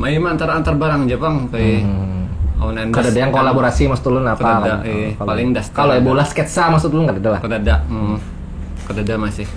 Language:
Banjar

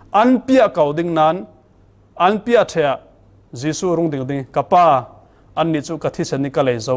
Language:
Falam Chin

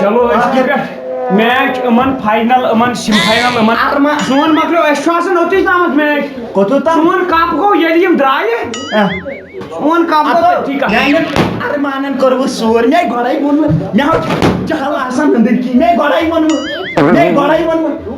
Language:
Kashmiri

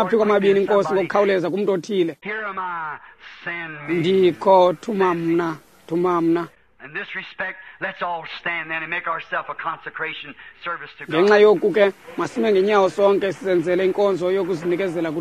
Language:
Xhosa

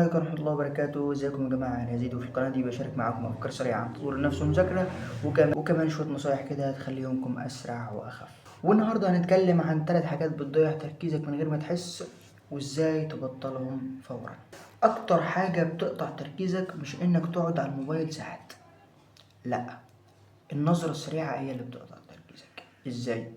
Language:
Egyptian Arabic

